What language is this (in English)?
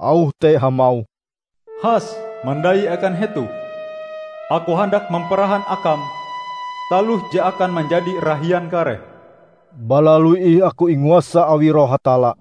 Ngaju